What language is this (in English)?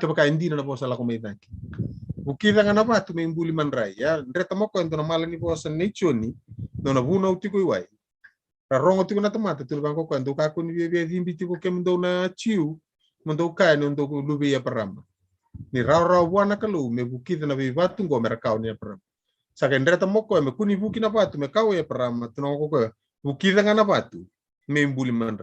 Fijian